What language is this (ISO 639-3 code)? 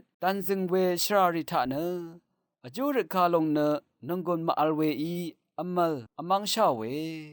raw